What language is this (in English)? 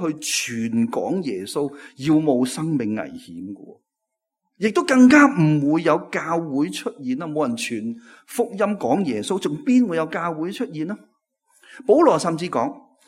Cantonese